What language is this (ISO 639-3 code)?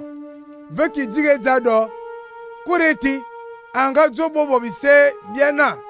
fan